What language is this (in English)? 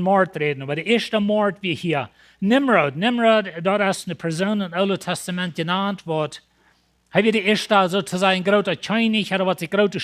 Plautdietsch